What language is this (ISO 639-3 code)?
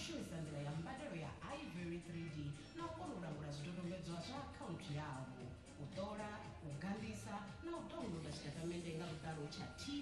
ven